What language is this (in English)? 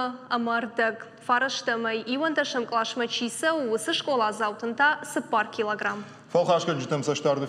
Ossetic